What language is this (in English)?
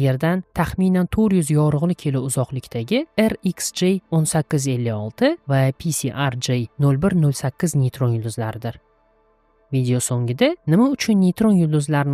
Uzbek